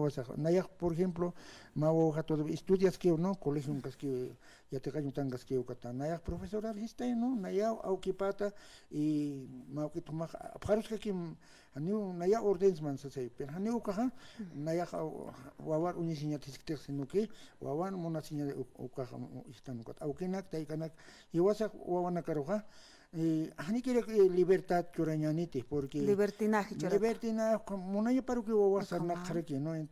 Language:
Aymara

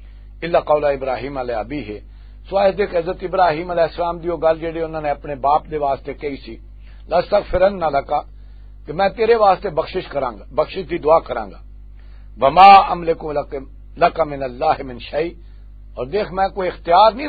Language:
Western Panjabi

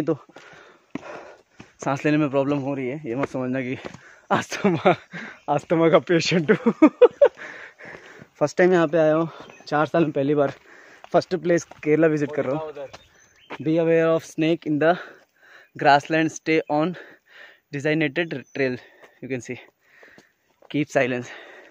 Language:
Hindi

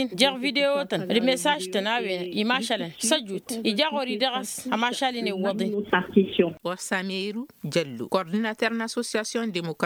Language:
Tamasheq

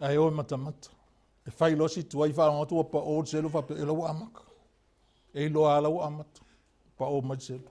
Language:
Samoan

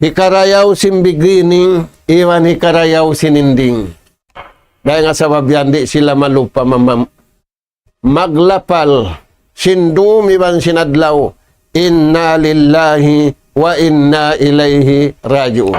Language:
Tausug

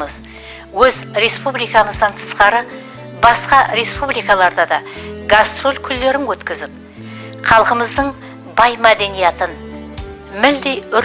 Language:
Kara-Kalpak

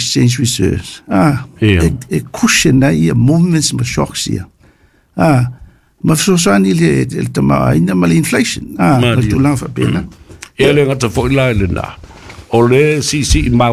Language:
Samoan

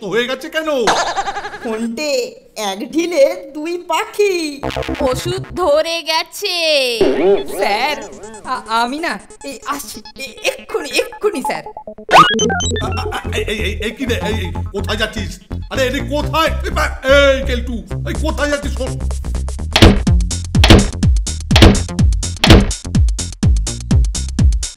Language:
Bangla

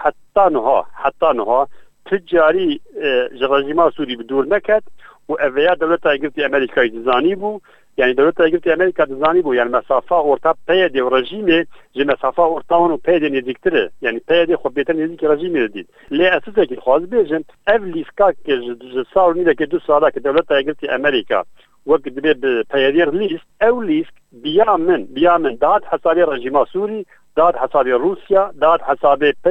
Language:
Kurdish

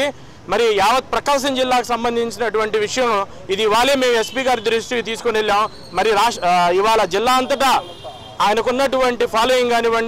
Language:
Telugu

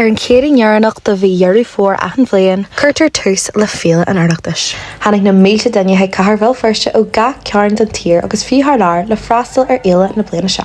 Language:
Irish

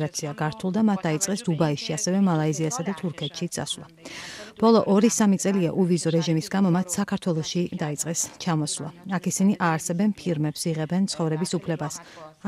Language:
Georgian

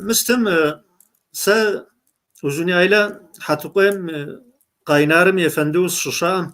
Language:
Kabardian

